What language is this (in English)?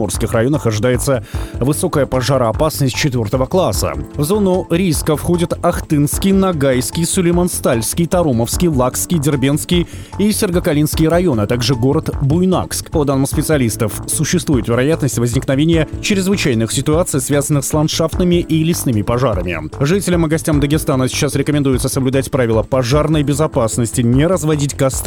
Russian